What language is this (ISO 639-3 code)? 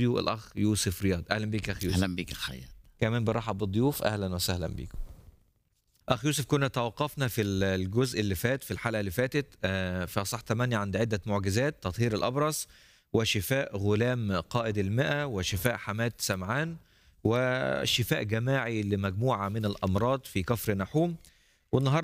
arz